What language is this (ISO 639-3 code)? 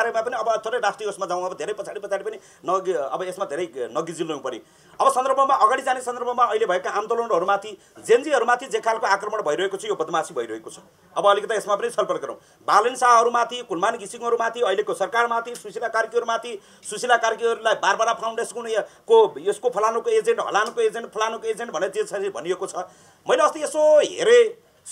nep